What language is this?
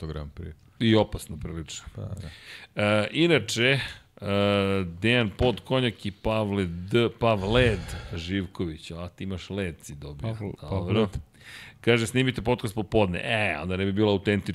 Serbian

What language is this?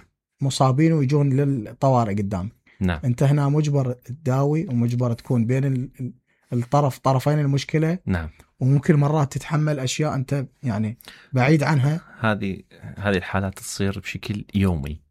Mesopotamian Arabic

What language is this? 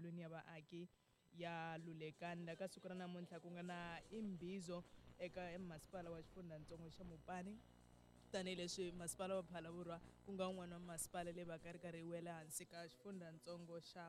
Tsonga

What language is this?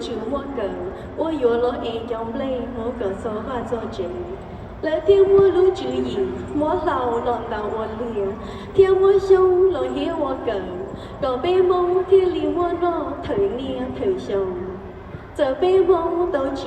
Hmong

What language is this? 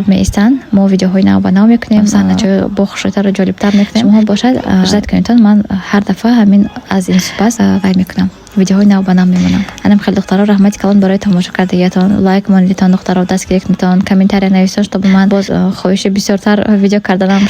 Tajik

